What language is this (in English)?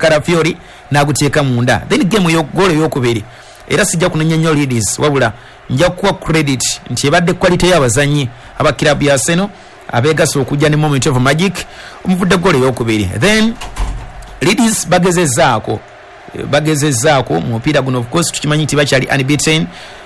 Ganda